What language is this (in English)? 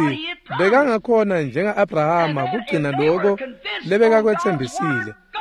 Swati